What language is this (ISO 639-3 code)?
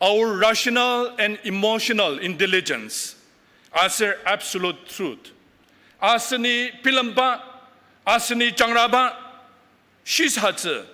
njo